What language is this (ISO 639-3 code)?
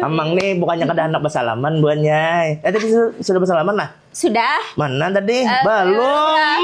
bjn